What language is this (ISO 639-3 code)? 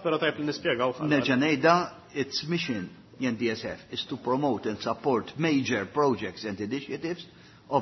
mlt